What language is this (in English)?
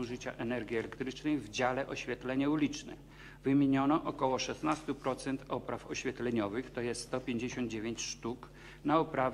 Polish